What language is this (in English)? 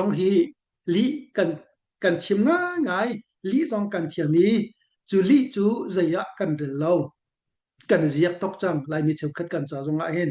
Hakha Chin